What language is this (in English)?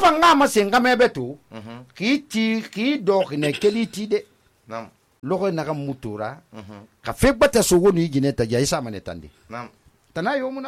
Susu